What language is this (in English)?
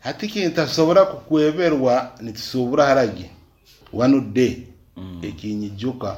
Nyankole